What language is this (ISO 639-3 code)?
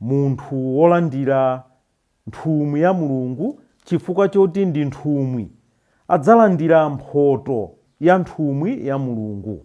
nya